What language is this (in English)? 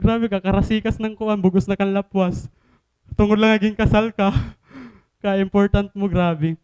Waray